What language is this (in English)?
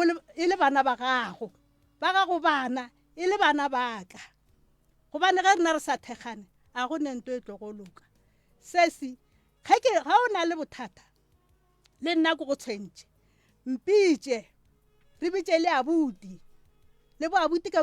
Northern Sotho